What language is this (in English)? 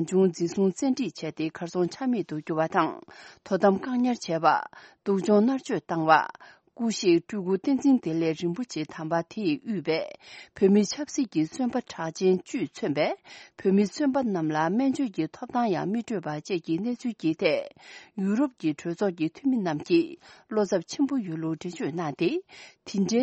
Tibetan